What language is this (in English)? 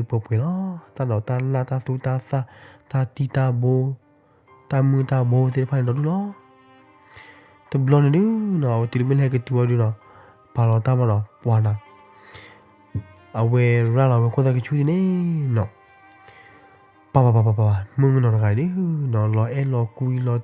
S'gaw Karen